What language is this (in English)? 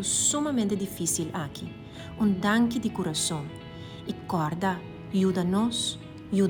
Papiamento